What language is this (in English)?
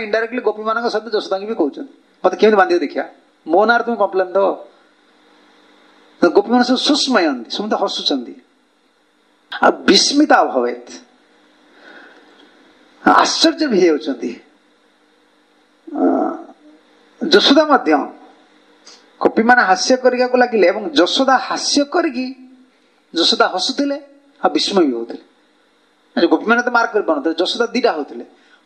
Odia